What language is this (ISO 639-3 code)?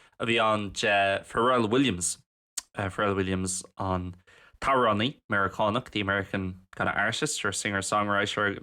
gle